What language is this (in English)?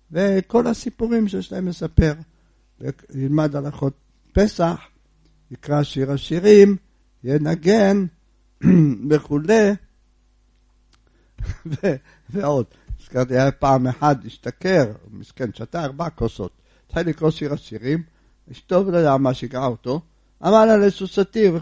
Hebrew